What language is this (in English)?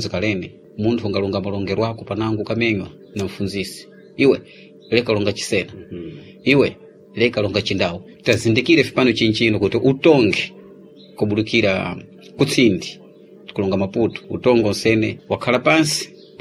Sena